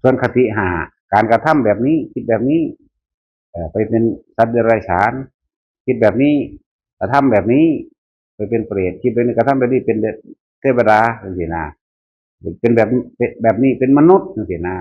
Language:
Northeastern Thai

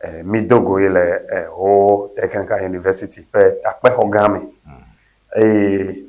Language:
Ewe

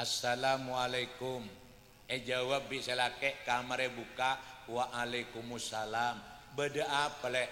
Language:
Madurese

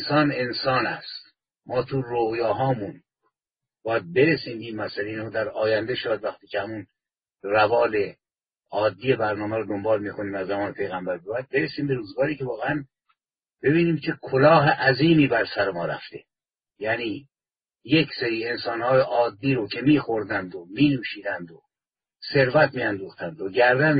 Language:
Persian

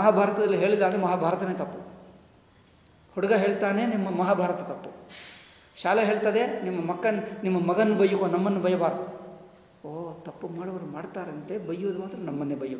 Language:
Kannada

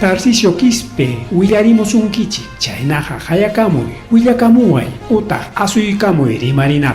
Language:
Ayacucho Quechua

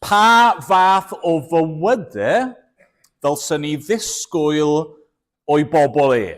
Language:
Welsh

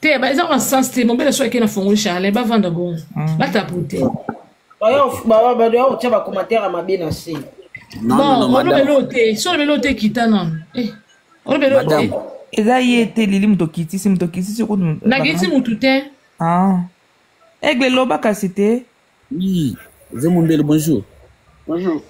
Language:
Lingala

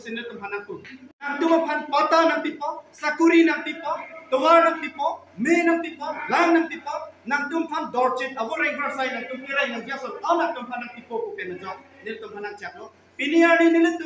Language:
Karbi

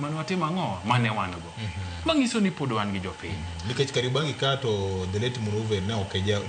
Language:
Luo (Kenya and Tanzania)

